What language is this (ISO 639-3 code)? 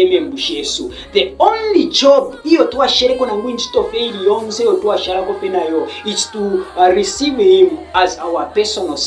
bem